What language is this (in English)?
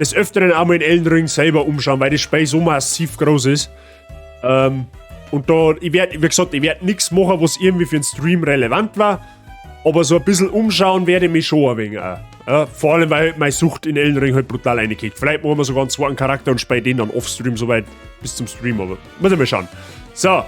Bavarian